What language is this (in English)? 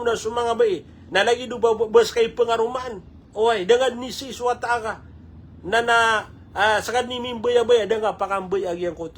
Maranao